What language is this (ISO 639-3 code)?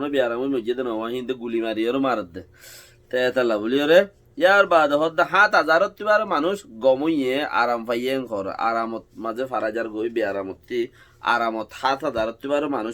rhg